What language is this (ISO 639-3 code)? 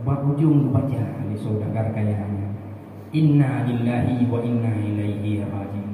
ace